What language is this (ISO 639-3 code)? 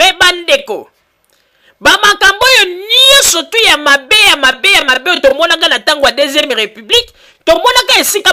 lin